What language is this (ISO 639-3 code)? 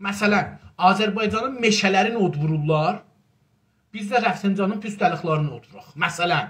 azb